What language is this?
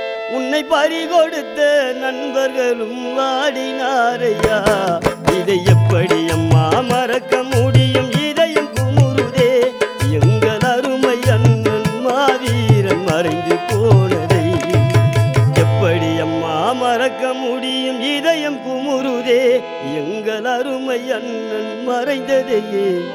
Tamil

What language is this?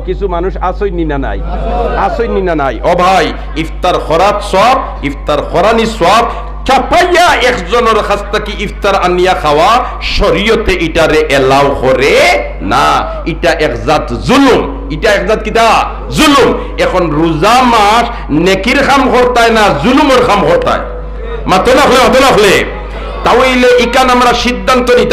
Sylheti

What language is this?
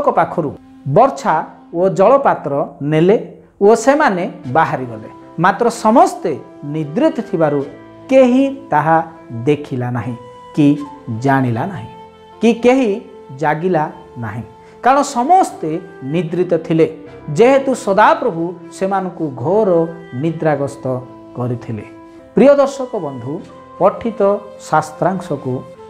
Odia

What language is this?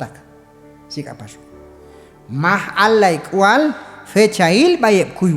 Q'anjob'al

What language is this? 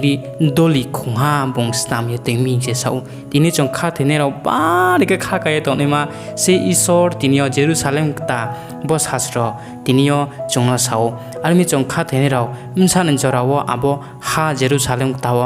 Riang (India)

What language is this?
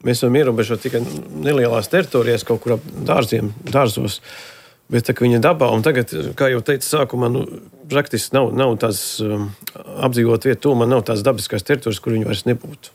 Latvian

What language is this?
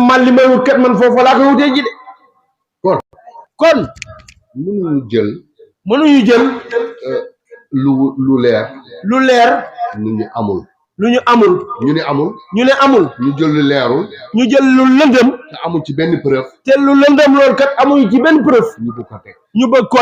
Wolof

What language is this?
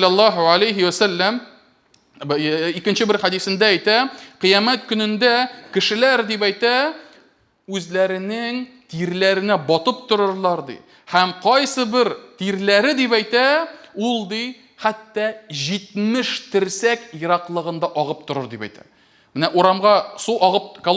Tatar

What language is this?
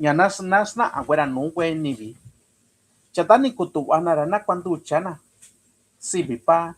Mixtepec Mixtec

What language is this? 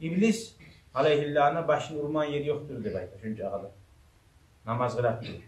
Kumyk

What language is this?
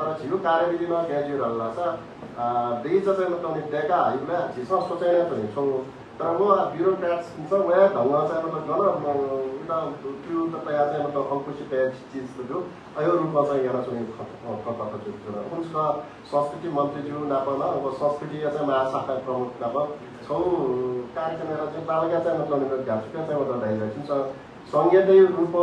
Newari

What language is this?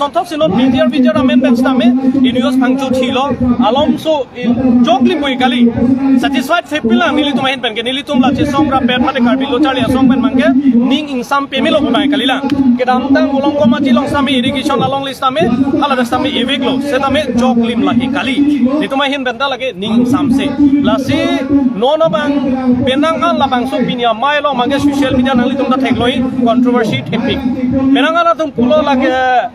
Karbi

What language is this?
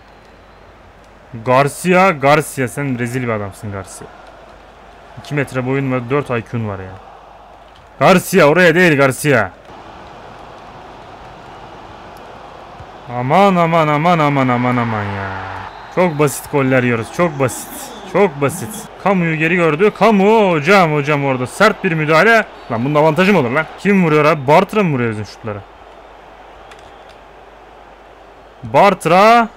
Turkish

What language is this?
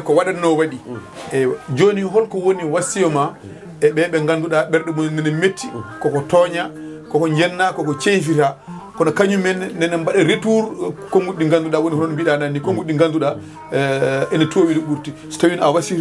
Fula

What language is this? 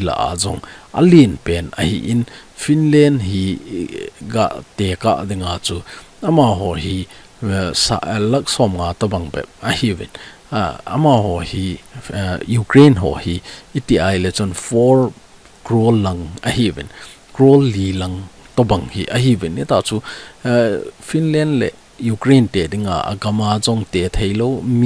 Thado Chin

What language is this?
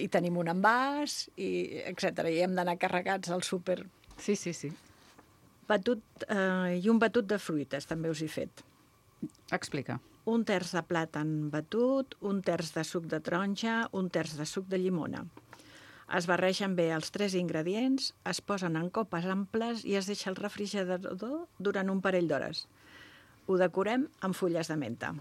Catalan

